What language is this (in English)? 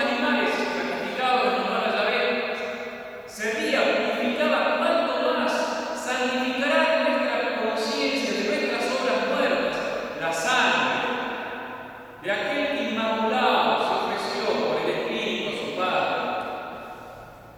Spanish